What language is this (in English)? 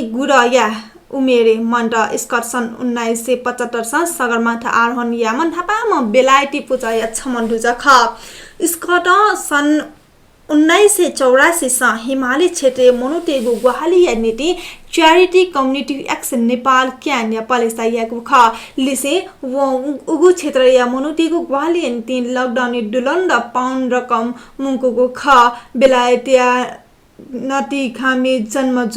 Newari